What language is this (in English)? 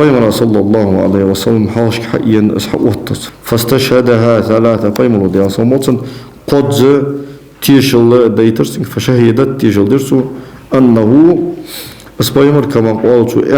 Ingush